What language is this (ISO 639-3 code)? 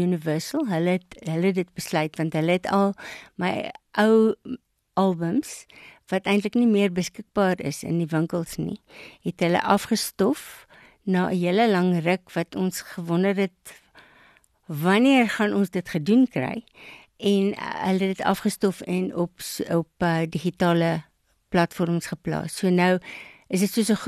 afr